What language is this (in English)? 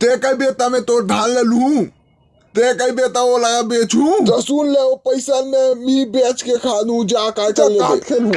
Chhattisgarhi